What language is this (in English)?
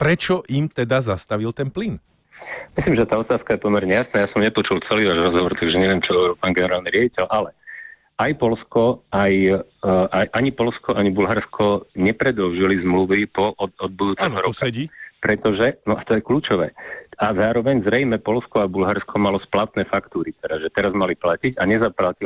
Slovak